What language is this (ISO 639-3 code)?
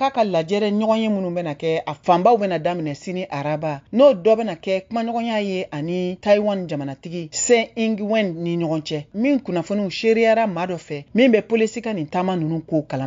bam